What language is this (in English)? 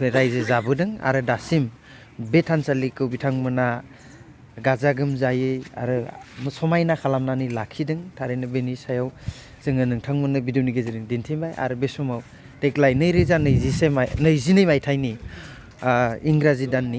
Bodo